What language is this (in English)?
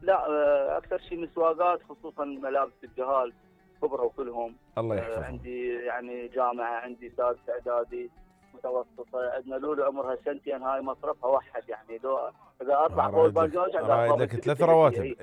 Mesopotamian Arabic